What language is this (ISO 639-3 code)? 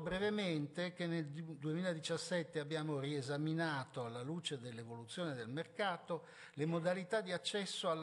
ita